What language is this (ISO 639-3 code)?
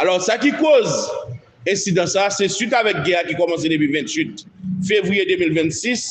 hat